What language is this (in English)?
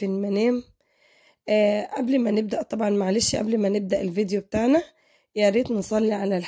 Egyptian Arabic